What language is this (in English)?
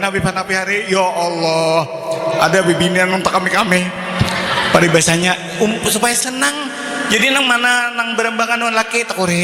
Banjar